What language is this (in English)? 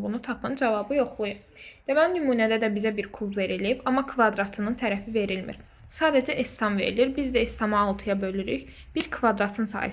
Azerbaijani